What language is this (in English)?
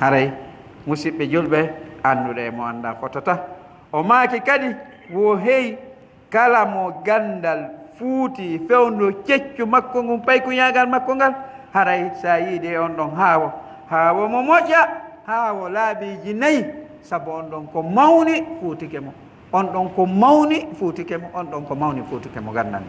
Pular